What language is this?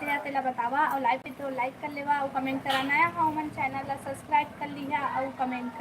Chhattisgarhi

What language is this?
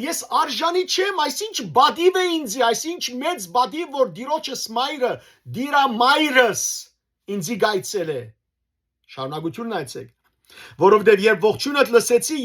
Western Armenian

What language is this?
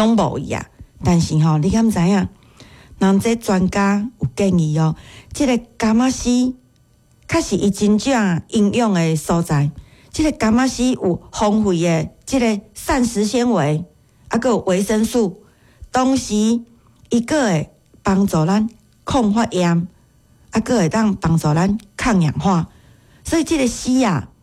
Min Nan Chinese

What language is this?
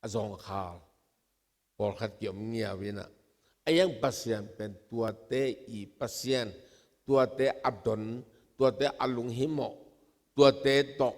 Tedim Chin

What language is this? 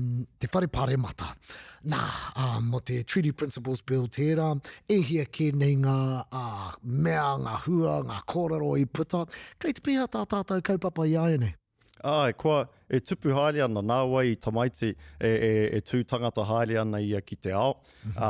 Māori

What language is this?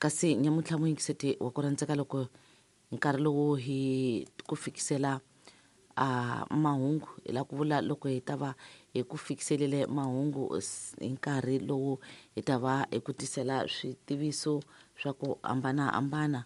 Tsonga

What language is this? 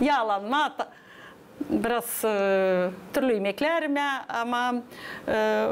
Gagauz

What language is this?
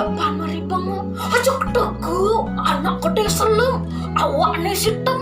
Balinese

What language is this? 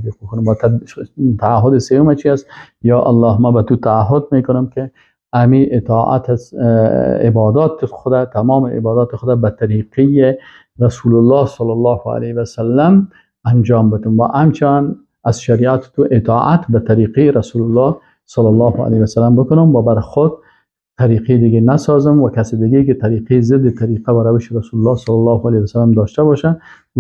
Persian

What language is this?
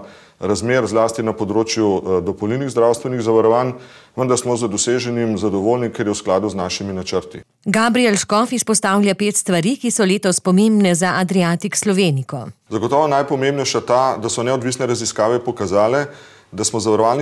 Slovenian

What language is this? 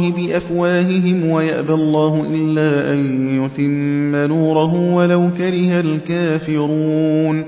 Arabic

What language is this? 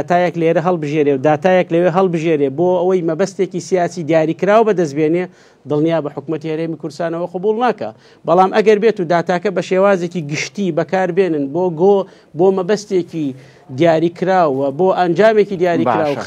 Central Kurdish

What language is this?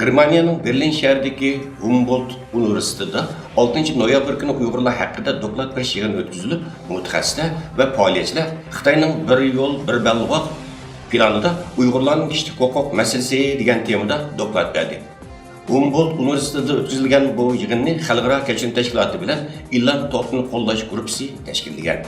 Uyghur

